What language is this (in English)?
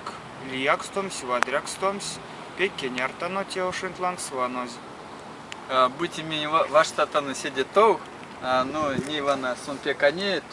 Erzya